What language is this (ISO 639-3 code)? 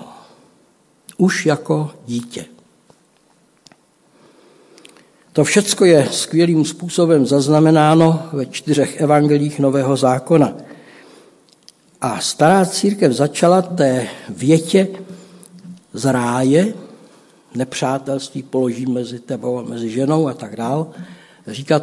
ces